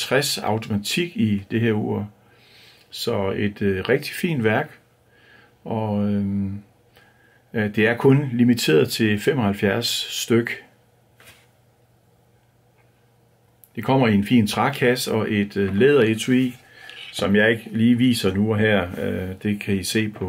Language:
Danish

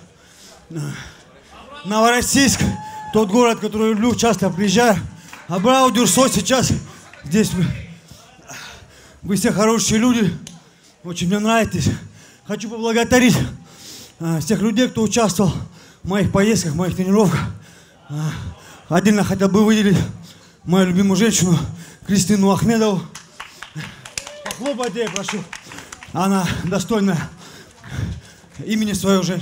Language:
Russian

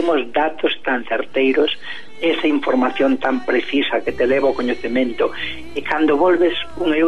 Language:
Galician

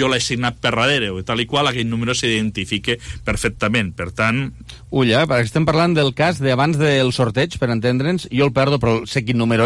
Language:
Catalan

